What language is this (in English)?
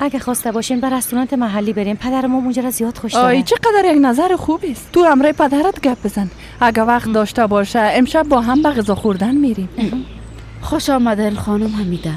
Persian